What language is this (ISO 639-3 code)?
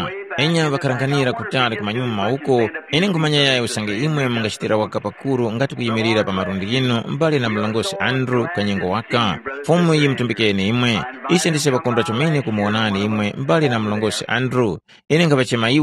tum